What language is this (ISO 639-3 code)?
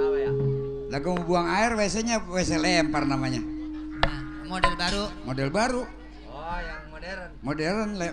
bew